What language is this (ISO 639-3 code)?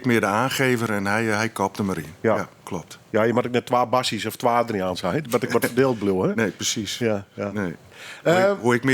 fry